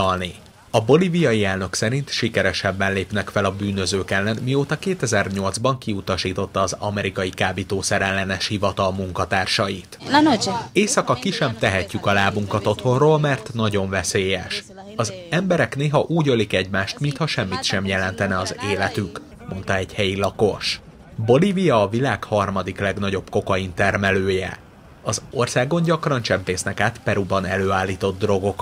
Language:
Hungarian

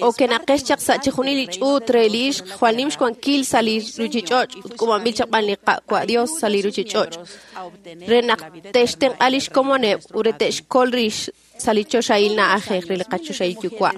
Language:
Kekchí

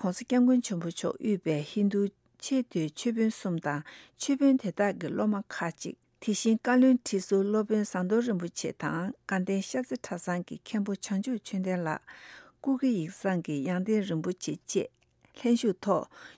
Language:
Tibetan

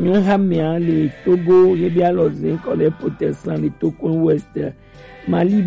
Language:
Gen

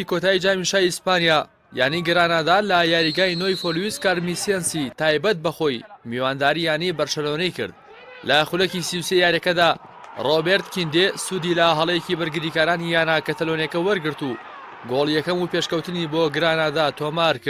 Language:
Central Kurdish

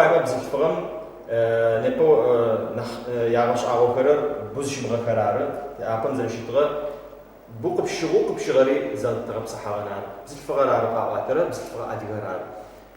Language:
Adyghe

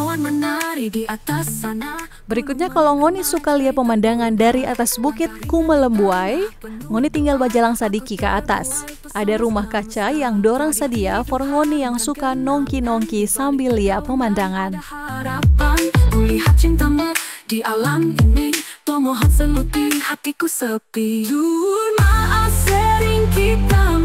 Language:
Manado Malay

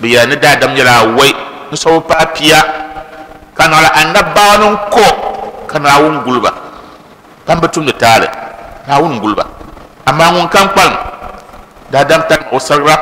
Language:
Dagbani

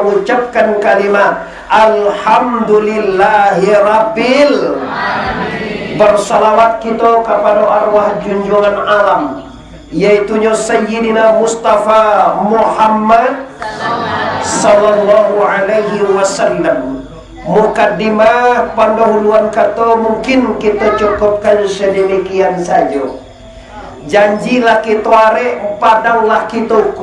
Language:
Minangkabau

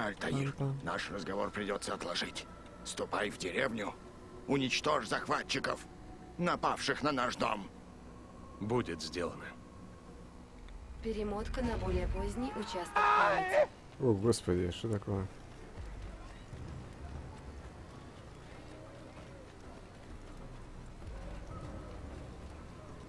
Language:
Russian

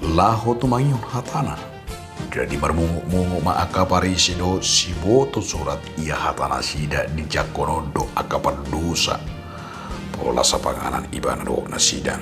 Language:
Batak Toba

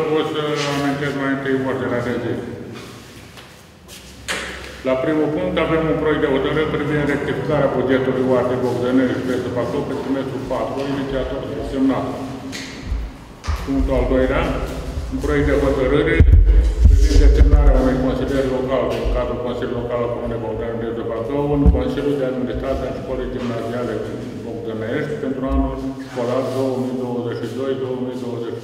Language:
Romanian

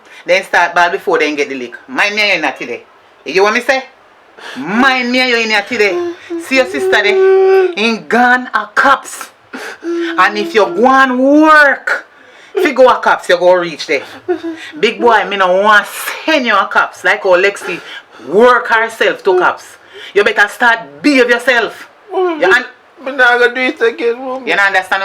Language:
Jamaican Creole English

